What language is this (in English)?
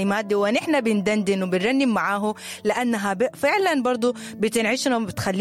Sudanese Arabic